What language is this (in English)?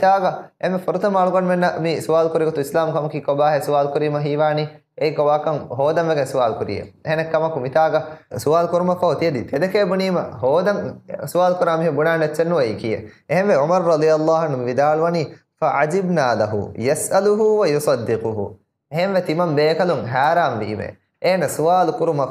Divehi